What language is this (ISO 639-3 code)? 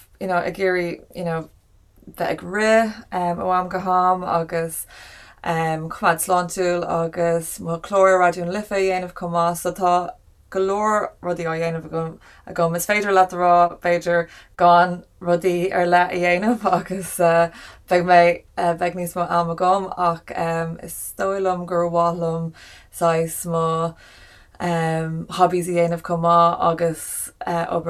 gle